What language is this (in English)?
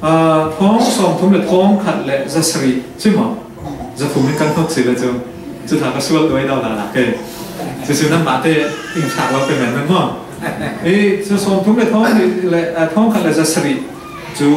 Falam Chin